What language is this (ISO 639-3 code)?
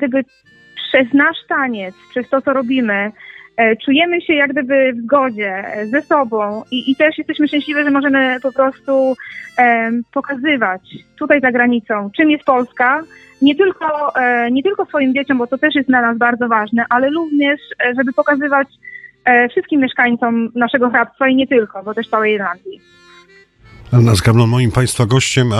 pol